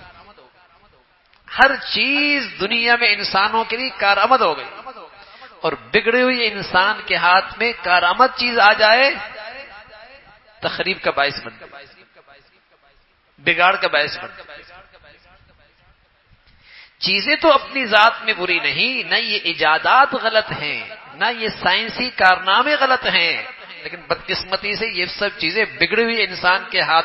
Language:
Urdu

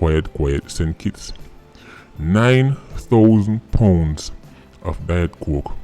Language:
Jamaican Creole English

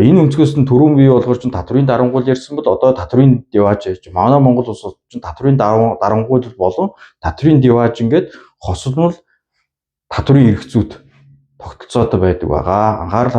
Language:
Mongolian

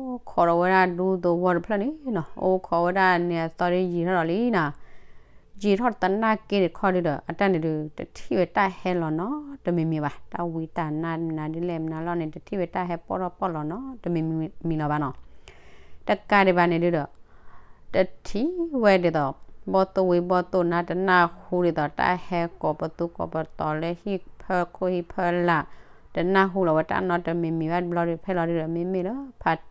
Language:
S'gaw Karen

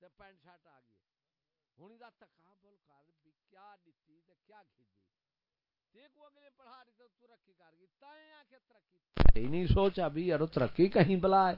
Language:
Saraiki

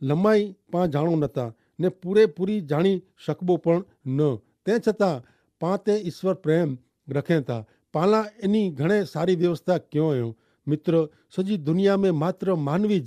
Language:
Kachhi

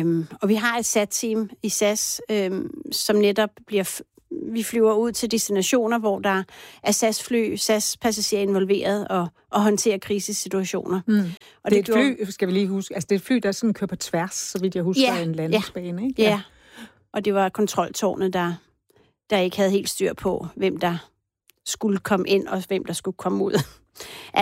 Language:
Danish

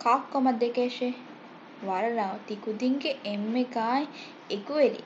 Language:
Divehi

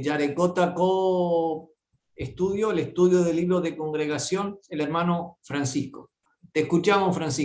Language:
Guarani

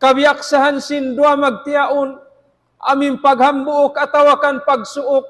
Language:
Tausug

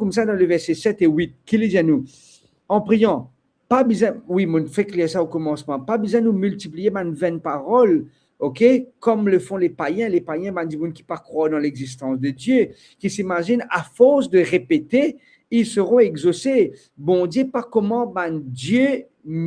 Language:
Morisyen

